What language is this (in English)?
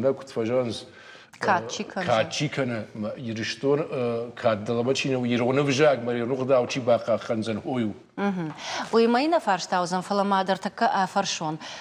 Ossetic